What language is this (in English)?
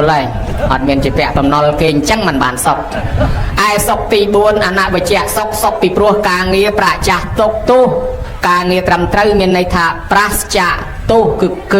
Khmer